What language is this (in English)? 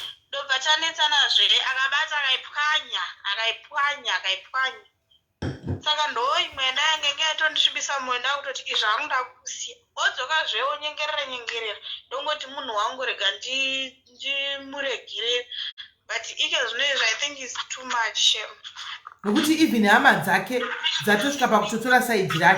Shona